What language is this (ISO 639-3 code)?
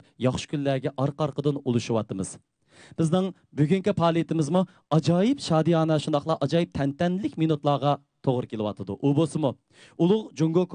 uig